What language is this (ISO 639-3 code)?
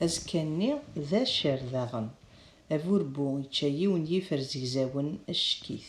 kab